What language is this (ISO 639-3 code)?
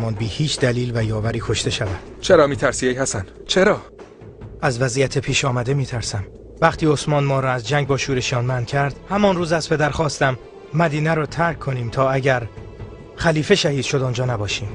tgk